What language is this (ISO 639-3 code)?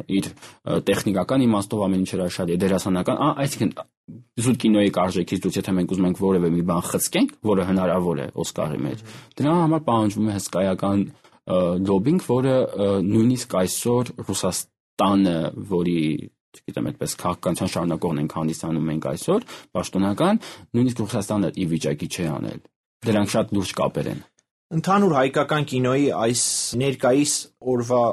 hye